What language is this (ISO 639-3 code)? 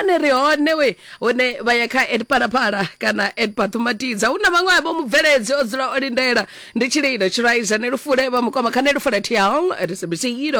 ven